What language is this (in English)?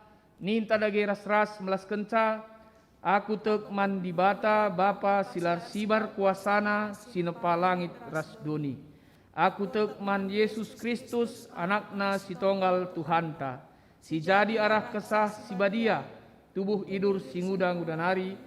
Batak Karo